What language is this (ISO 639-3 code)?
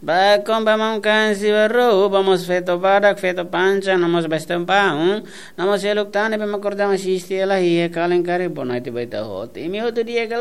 tet